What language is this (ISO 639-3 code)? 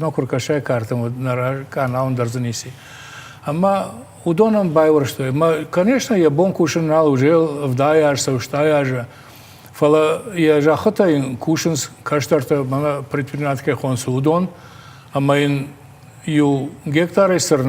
oss